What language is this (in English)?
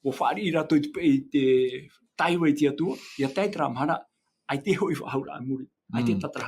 Tahitian